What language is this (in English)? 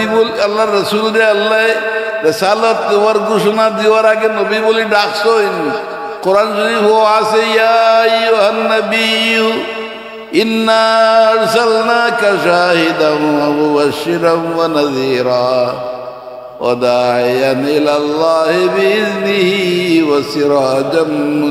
Sylheti